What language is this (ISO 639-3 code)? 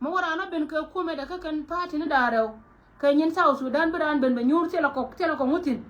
nus